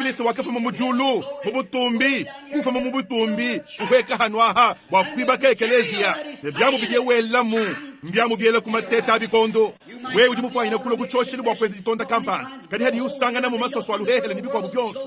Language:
Luba-Lulua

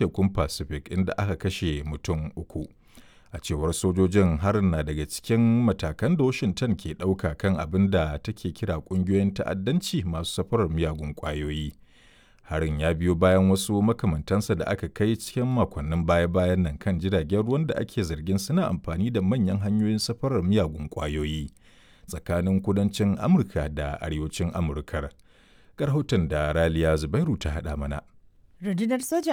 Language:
Hausa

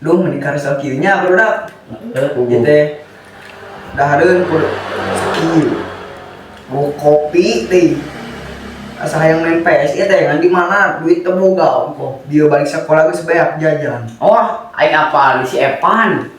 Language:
Sundanese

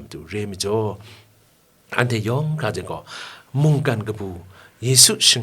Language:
Kachin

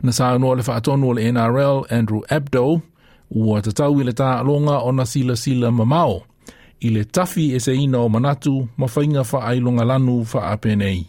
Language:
Samoan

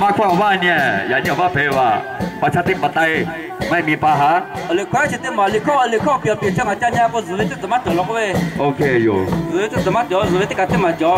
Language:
Lahu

